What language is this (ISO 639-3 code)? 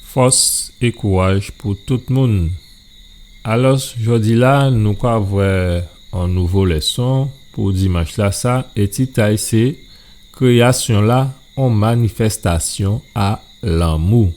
gcf